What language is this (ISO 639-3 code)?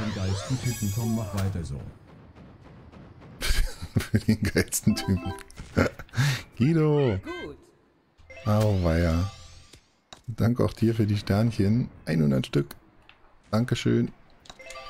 deu